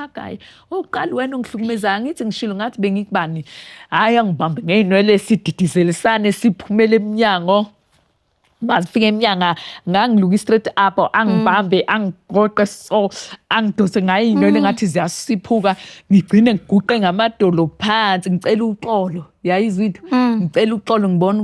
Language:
Zulu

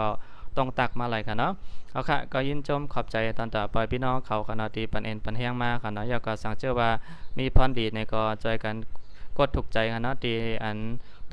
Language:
Shan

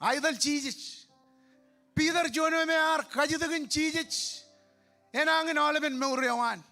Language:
Marshallese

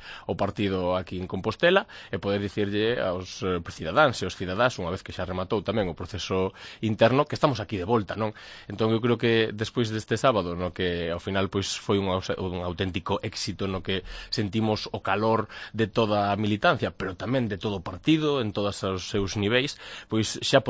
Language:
Galician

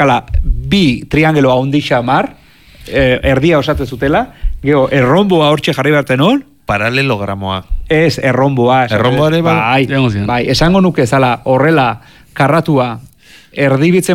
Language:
Basque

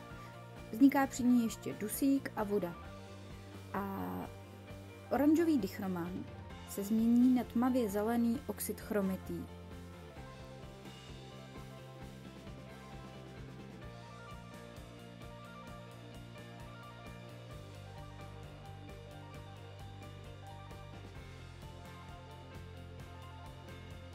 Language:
Czech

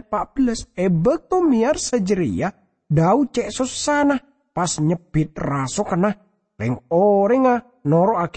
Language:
Madurese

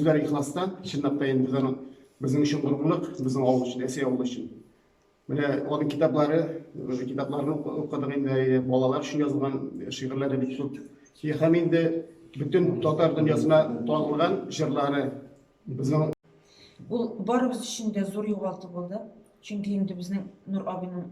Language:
Tatar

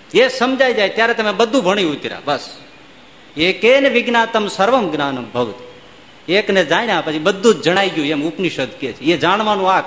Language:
Gujarati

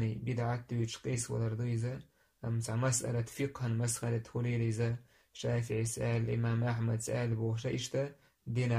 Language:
Chechen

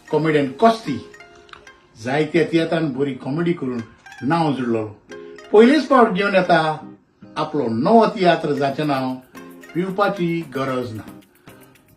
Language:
Konkani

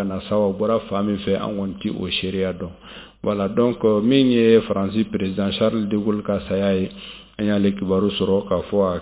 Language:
Bambara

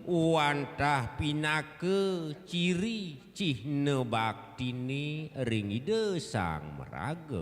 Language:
Balinese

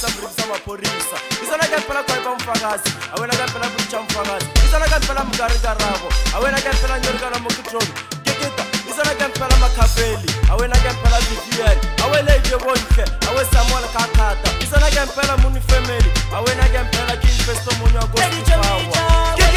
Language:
Swahili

